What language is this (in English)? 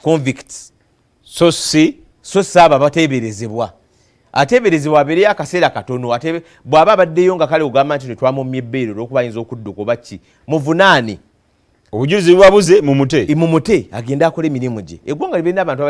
Ganda